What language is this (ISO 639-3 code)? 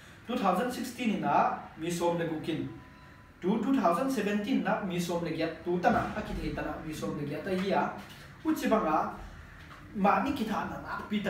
pck